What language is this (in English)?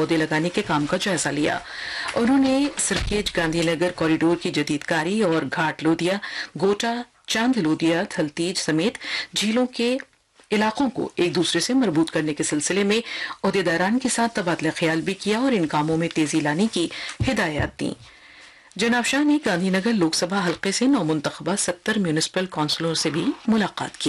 Urdu